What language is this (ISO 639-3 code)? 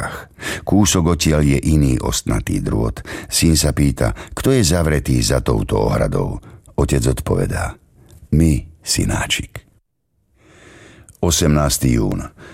slk